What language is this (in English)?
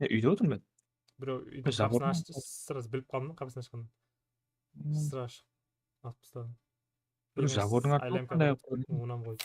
Kara-Kalpak